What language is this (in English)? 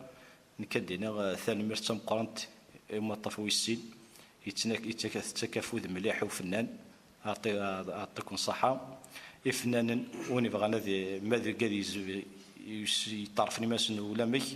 Kabyle